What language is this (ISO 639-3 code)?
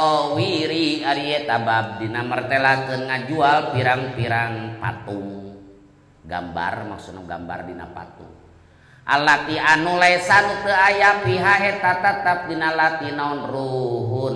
sun